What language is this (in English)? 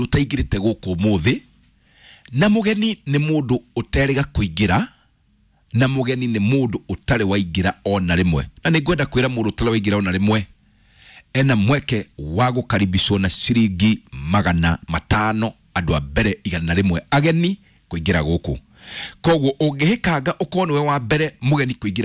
Kikuyu